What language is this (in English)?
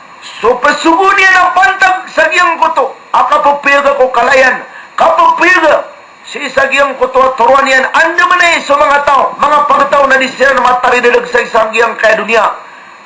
Maranao